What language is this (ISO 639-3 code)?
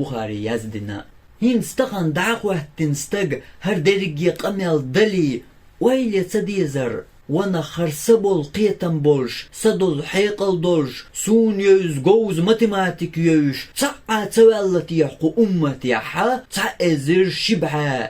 che